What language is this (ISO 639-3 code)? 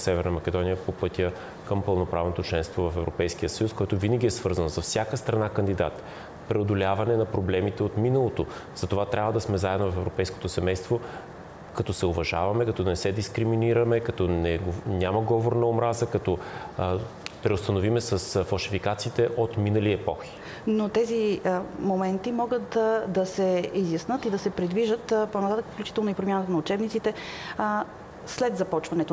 bul